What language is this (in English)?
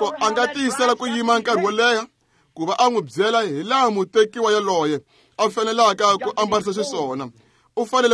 Tsonga